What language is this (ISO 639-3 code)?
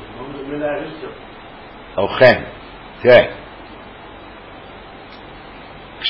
heb